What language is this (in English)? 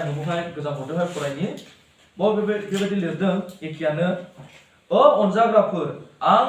Bodo